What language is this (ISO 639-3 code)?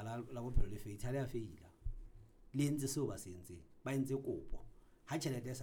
sot